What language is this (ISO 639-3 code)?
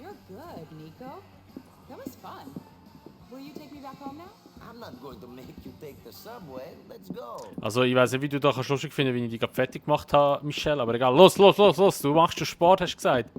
gsw